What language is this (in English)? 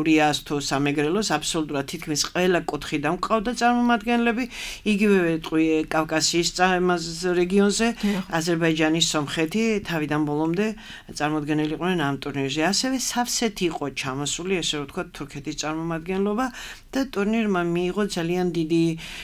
Georgian